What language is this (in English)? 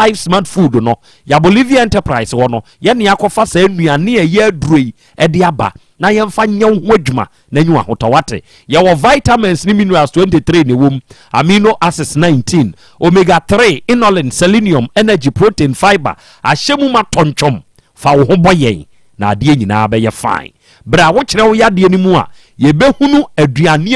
Akan